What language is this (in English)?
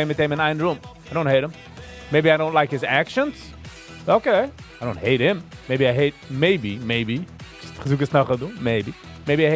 Yiddish